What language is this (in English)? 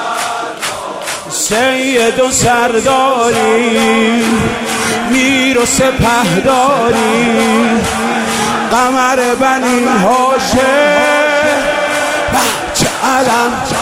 Persian